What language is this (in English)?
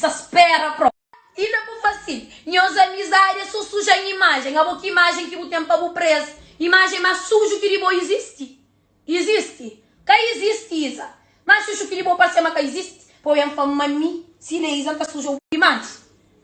Kabuverdianu